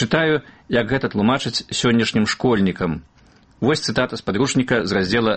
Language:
Belarusian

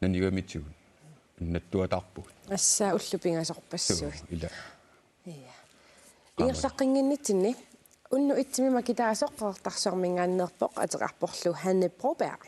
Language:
Kalaallisut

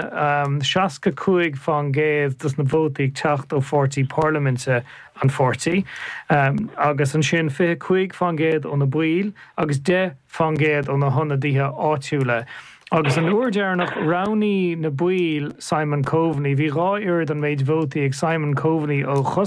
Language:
Irish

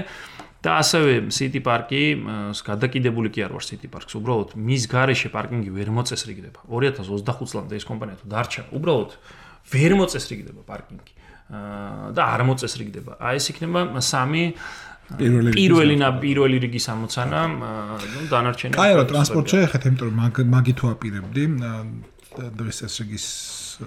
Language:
Georgian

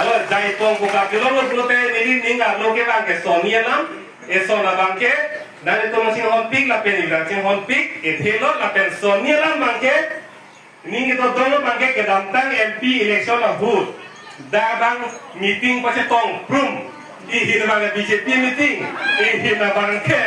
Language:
Karbi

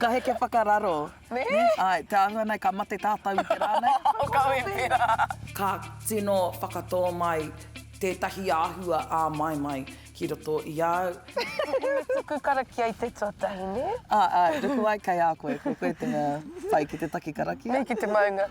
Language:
Māori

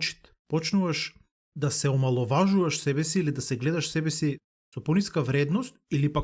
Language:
Macedonian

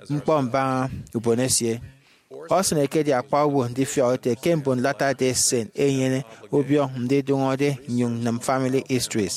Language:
Efik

